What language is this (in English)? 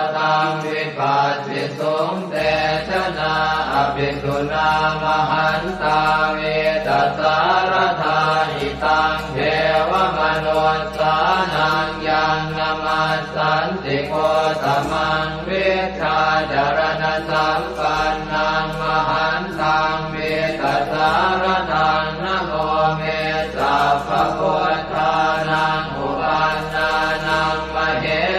Pali